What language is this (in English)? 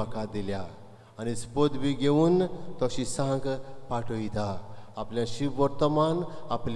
Konkani